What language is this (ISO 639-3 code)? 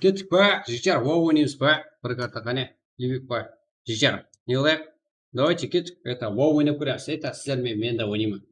kaa